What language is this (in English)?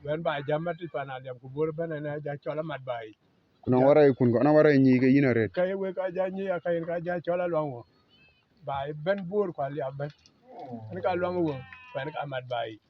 Dinka